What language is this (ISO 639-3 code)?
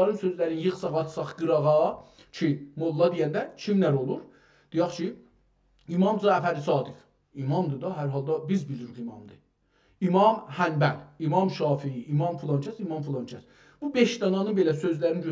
azb